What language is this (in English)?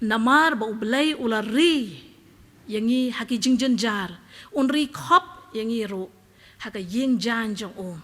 Khasi